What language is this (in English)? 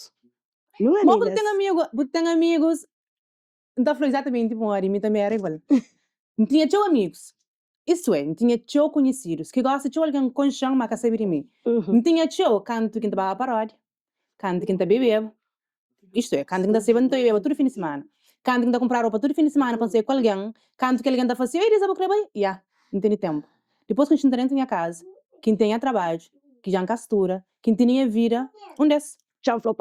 Kabuverdianu